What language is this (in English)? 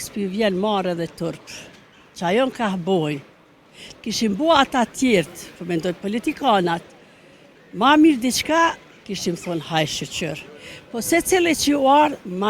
Albanian